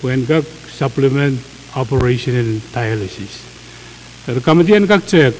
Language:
Pohnpeian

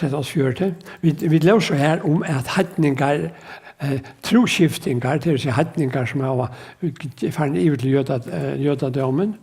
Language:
Faroese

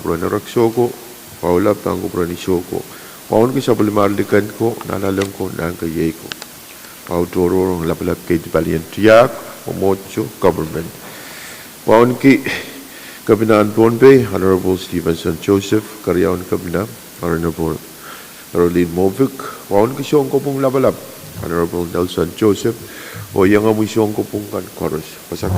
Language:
Pohnpeian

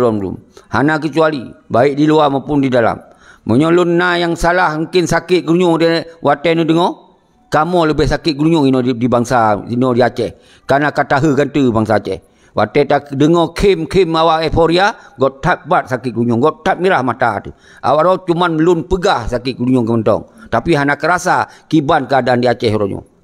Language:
Achinese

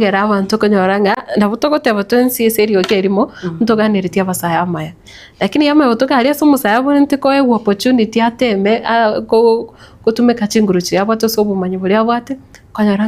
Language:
Gusii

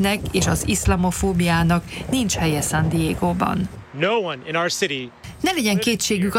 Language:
Hungarian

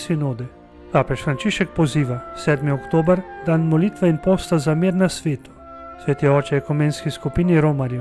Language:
Slovenian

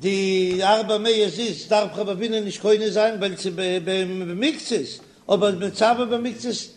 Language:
Yiddish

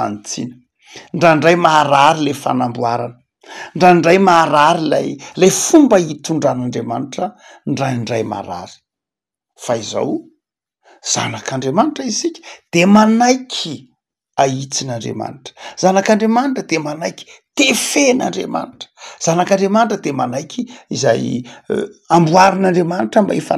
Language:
Malagasy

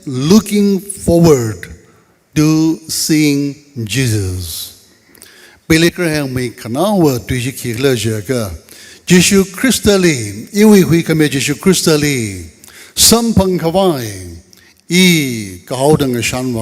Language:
Tangkhul Naga (India)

